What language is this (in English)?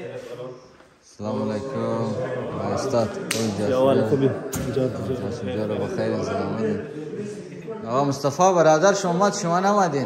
Persian